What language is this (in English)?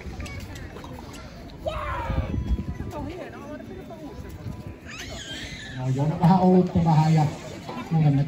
Finnish